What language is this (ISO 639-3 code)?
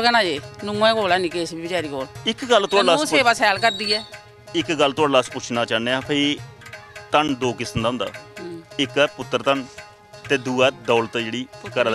doi